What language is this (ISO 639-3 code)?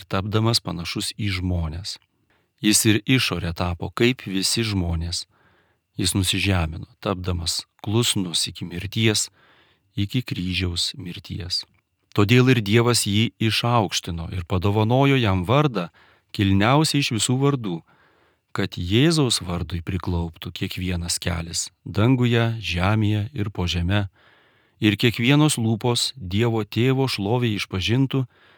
lit